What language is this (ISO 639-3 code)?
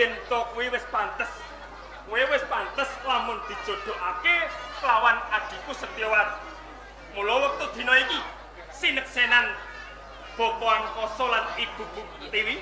jav